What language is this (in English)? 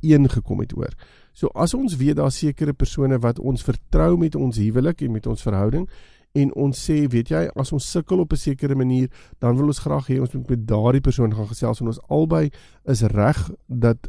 Afrikaans